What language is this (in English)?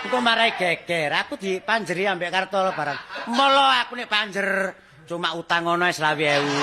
Javanese